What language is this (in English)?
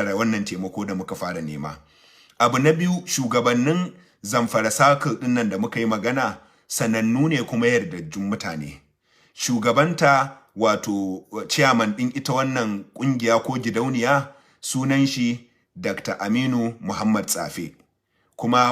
Hausa